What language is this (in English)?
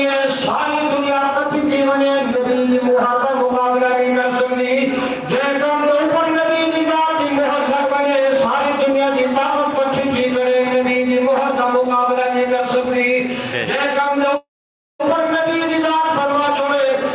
Saraiki